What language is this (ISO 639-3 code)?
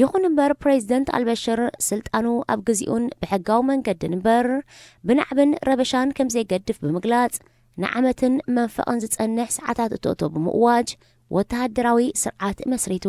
tir